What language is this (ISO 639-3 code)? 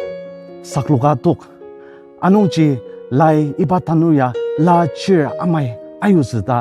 njo